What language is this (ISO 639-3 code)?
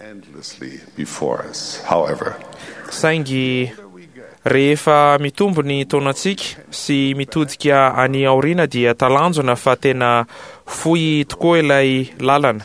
mlg